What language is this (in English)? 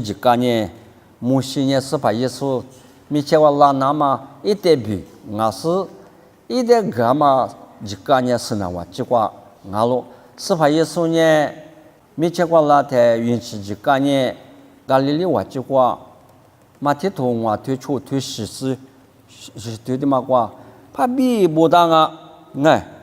Lisu